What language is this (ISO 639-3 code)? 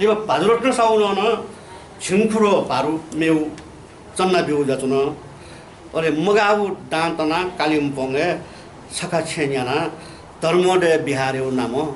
new